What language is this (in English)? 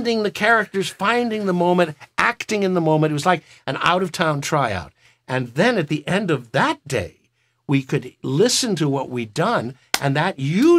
English